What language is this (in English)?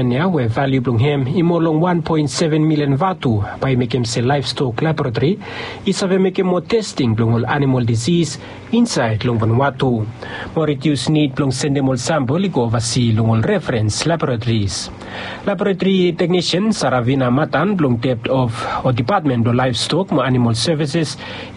Bislama